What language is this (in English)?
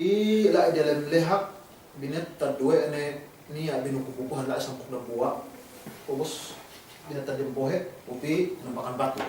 Yakan